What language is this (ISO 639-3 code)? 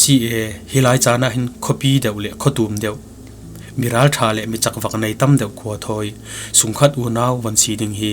cfm